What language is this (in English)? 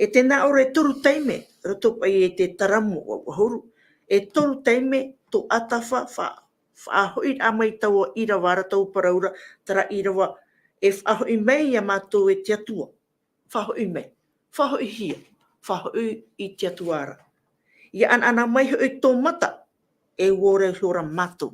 Tahitian